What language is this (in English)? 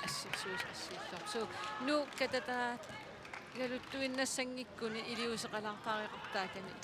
Kalaallisut